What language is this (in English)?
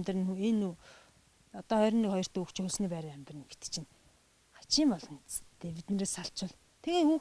Mongolian